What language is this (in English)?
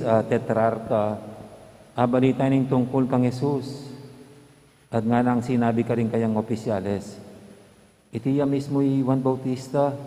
Pampanga